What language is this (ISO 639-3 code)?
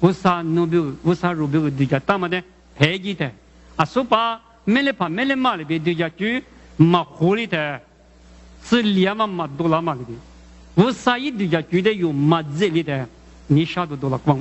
lis